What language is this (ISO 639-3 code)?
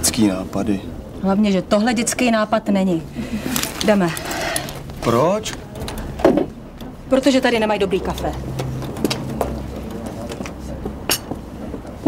ces